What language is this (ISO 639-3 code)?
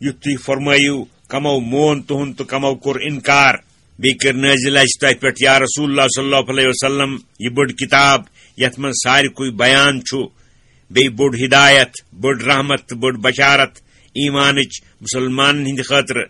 kas